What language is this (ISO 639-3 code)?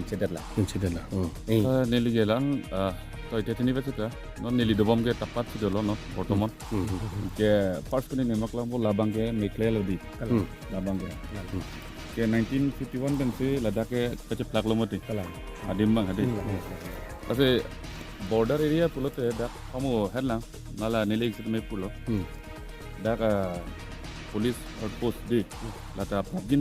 mjw